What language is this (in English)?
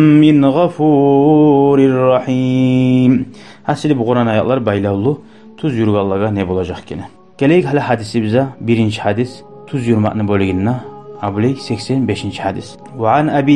Kumyk